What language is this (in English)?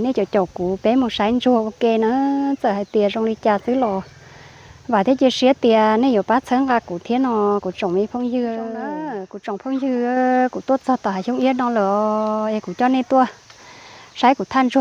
Hmong